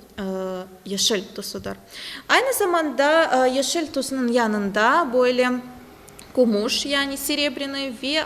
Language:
Crimean Tatar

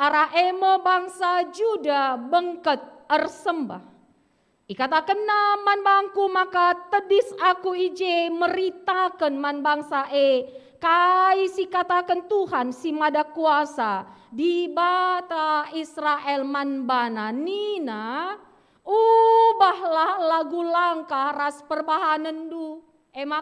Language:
Batak Karo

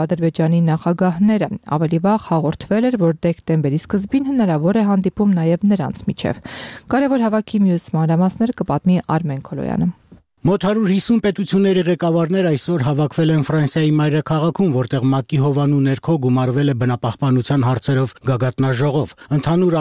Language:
Armenian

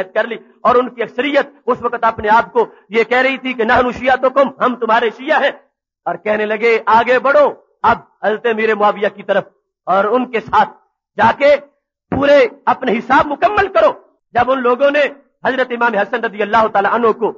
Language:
Urdu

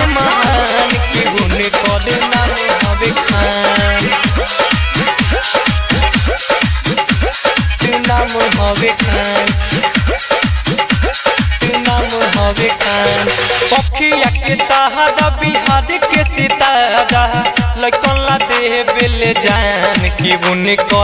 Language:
Bhojpuri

